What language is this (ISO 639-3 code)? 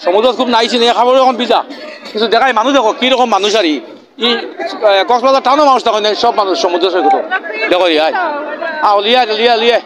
syl